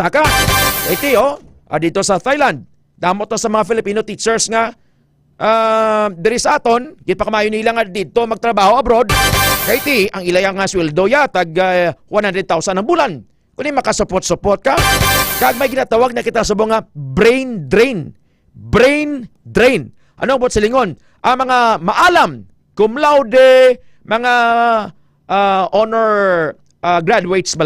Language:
Hiligaynon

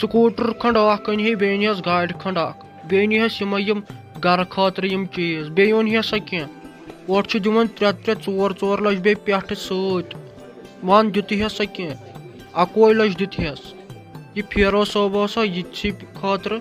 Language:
Kashmiri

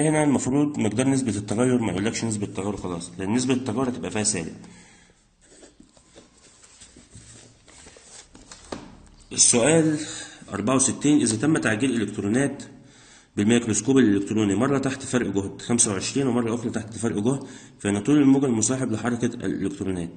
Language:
Egyptian Arabic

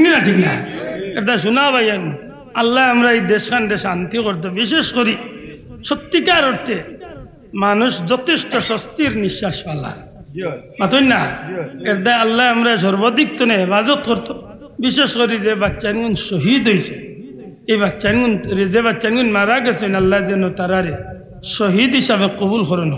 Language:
Sylheti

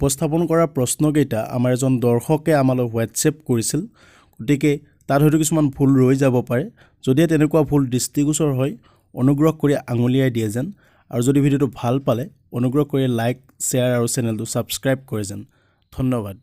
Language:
Assamese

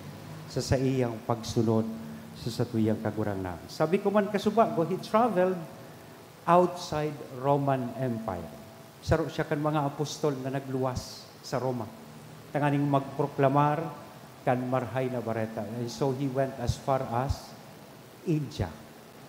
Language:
Bikol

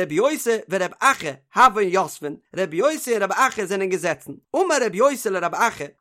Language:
Yiddish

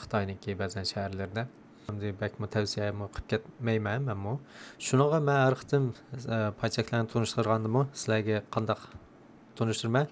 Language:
Uyghur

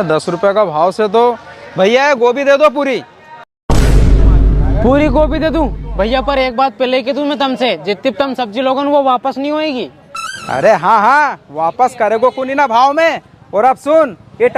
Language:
Rajasthani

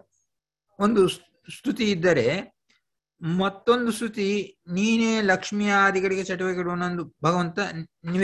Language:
Kannada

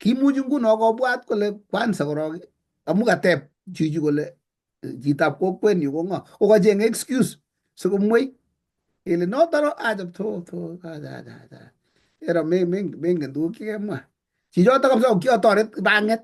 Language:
Kalenjin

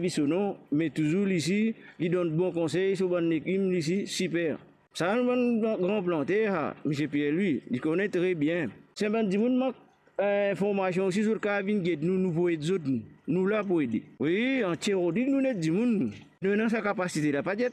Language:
Morisyen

